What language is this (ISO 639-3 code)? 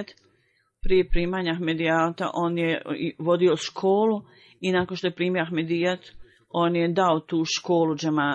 bos